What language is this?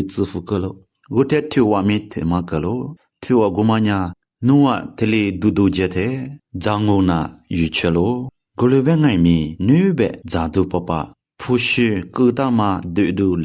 Lisu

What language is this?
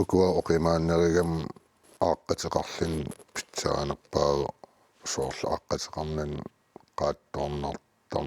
Kalaallisut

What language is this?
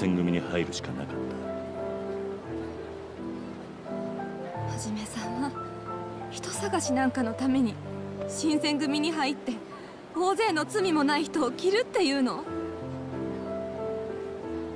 Japanese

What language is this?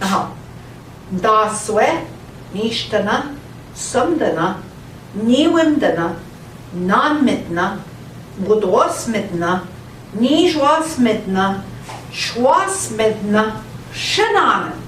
Central Ojibwa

